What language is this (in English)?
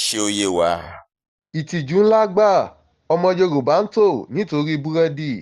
Yoruba